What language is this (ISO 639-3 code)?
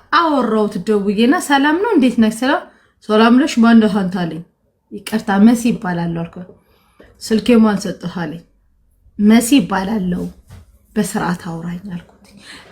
amh